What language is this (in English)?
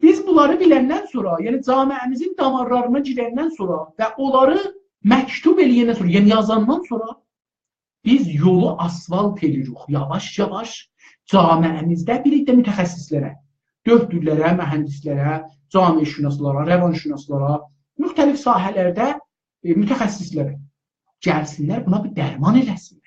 South Azerbaijani